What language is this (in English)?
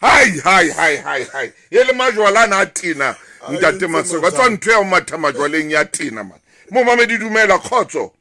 Southern Sotho